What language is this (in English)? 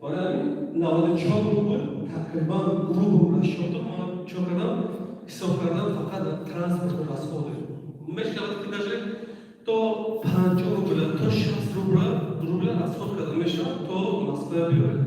Tajik